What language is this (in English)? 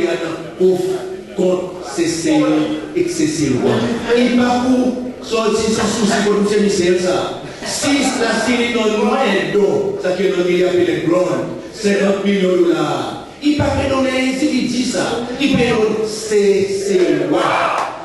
Seselwa Creole French